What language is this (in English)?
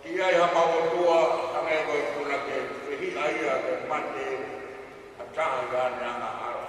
Tongan